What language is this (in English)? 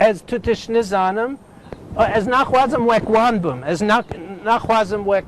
Kurdish